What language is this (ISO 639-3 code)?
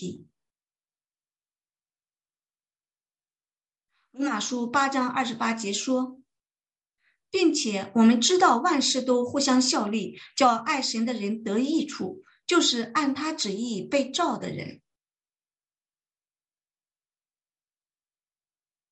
zho